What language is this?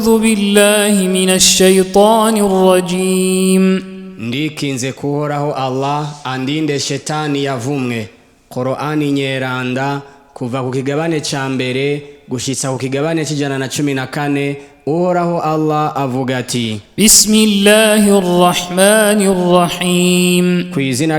Rundi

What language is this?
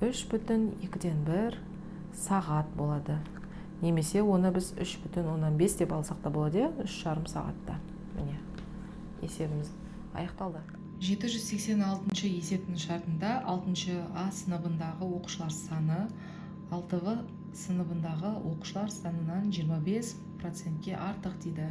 Kazakh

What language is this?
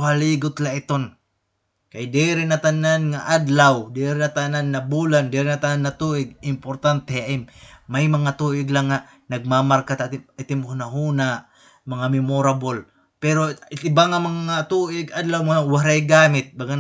Waray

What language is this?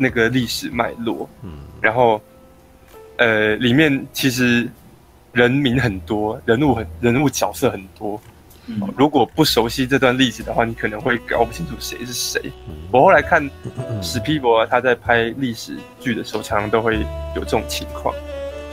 Chinese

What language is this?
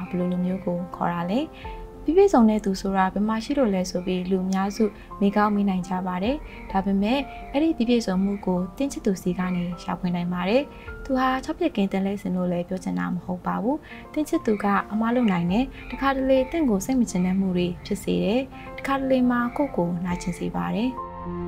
Burmese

